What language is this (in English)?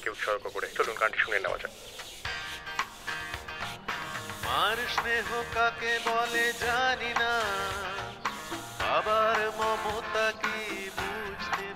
Bangla